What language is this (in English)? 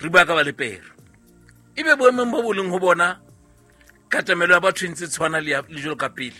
Southern Sotho